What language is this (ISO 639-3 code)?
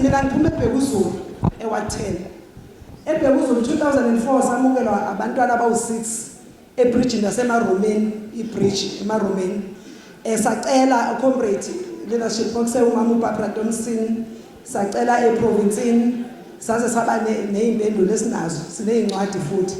zul